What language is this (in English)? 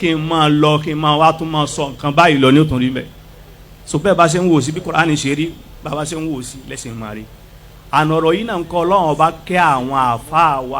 Yoruba